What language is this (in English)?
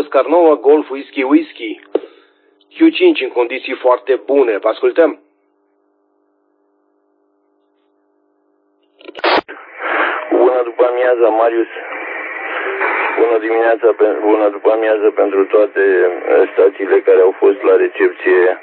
Romanian